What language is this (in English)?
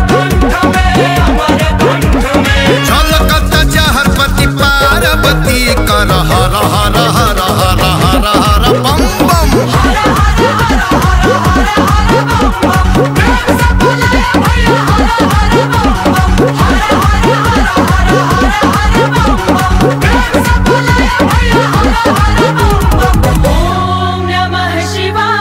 Bhojpuri